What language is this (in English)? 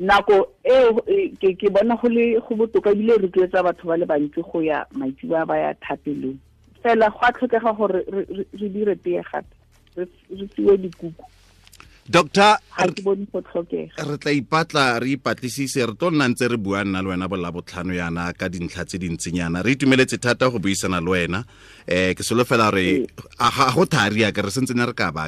Tswana